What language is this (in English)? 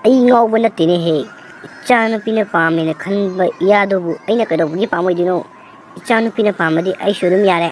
Manipuri